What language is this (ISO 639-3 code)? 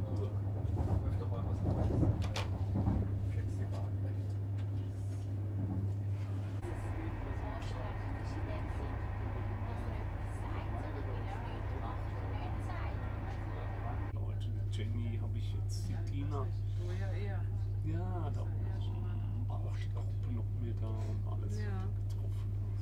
deu